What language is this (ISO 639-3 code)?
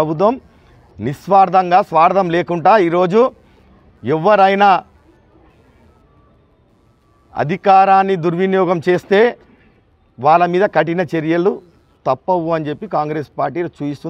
tel